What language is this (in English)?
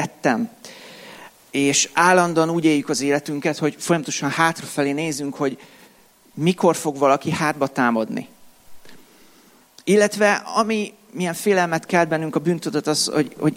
Hungarian